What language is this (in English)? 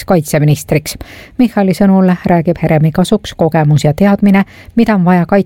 Estonian